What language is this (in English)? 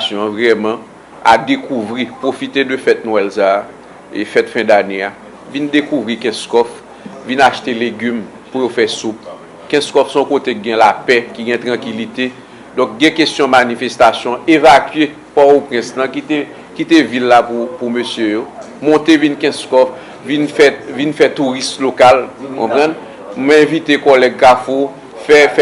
Haitian Creole